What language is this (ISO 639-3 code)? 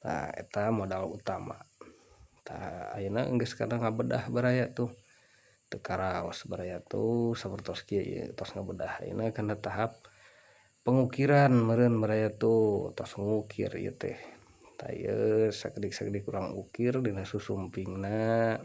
sun